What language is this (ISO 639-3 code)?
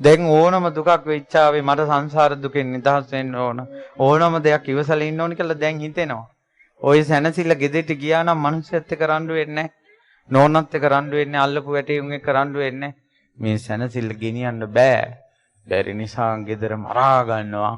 sin